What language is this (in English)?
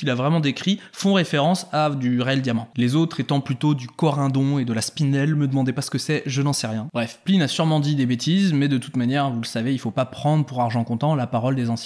French